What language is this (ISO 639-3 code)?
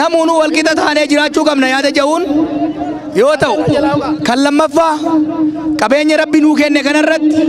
orm